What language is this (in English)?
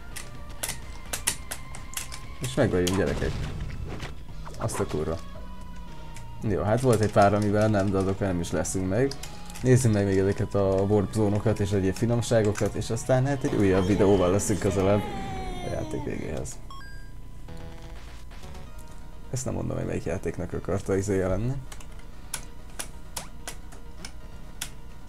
Hungarian